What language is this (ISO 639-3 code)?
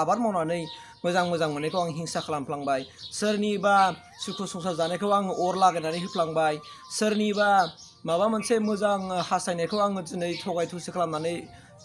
brx